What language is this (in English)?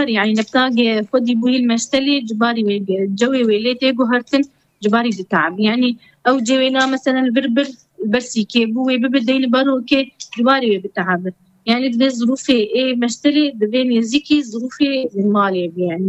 Kurdish